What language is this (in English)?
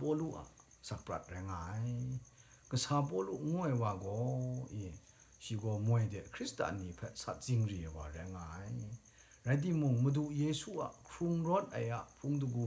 Kachin